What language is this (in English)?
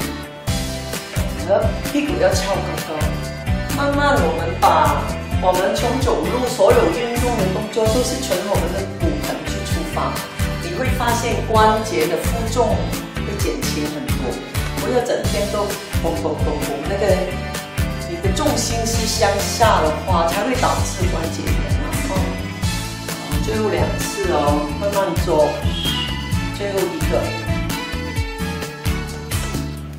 Chinese